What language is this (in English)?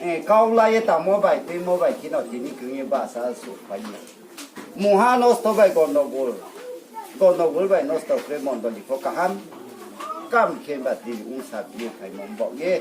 Riang (India)